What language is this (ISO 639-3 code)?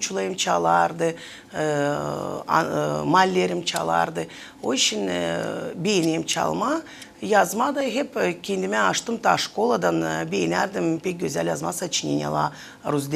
gag